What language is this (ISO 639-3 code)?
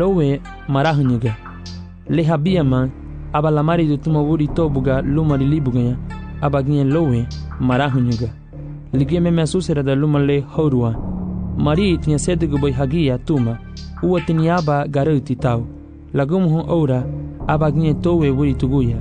cab